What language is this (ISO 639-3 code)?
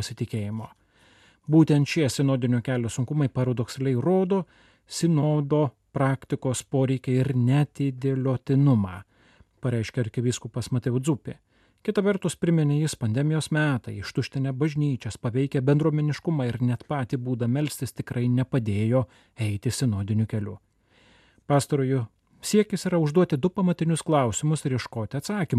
lit